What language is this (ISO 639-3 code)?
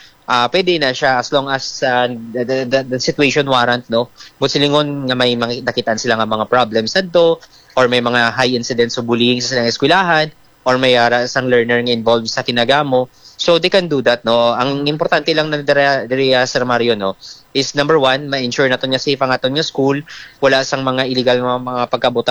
hil